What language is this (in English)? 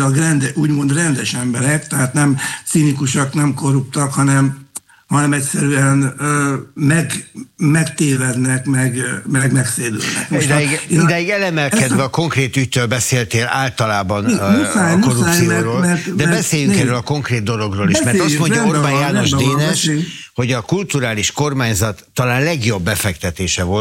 Hungarian